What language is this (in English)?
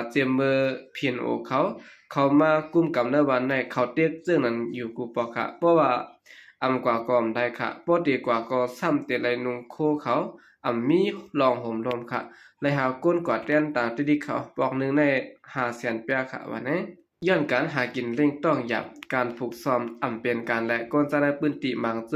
Shan